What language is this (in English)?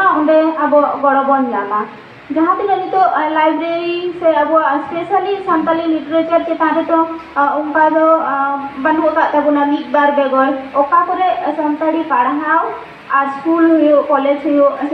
Santali